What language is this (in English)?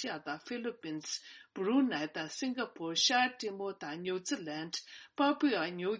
Tibetan